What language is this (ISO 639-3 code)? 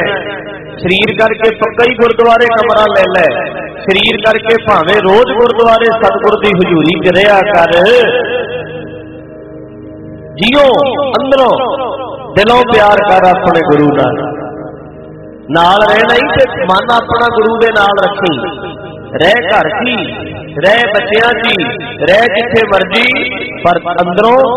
pan